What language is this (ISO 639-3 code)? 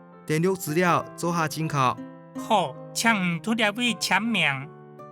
hak